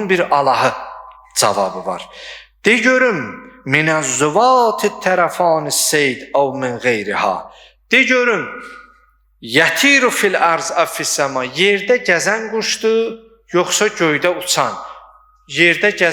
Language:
Azerbaijani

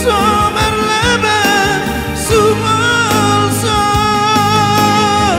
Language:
Batak Toba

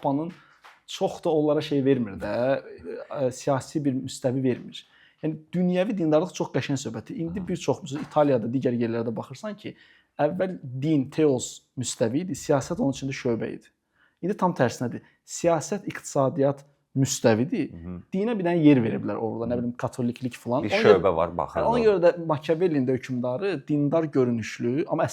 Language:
Azerbaijani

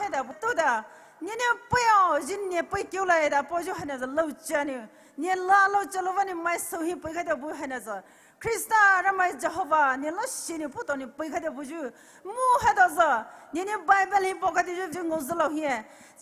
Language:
Poumei Naga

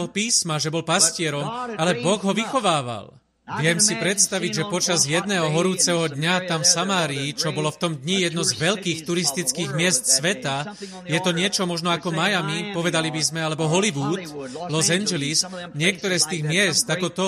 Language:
Slovak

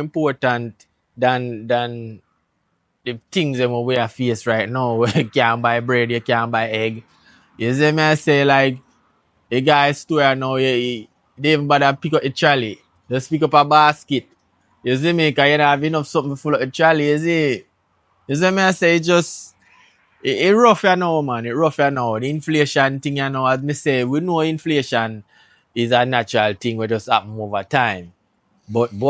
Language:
Jamaican Creole English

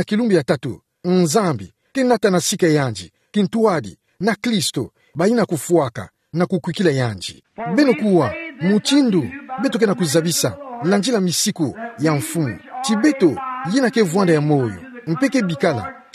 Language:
Kituba (Democratic Republic of Congo)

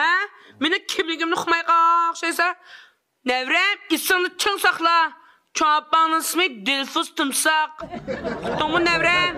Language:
Uyghur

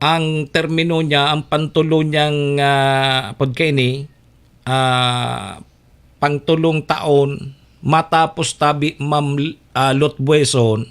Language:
Bikol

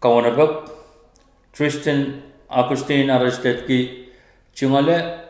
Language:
Pohnpeian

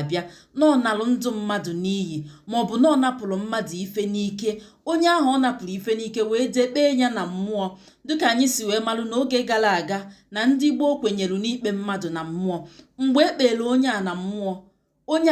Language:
Igbo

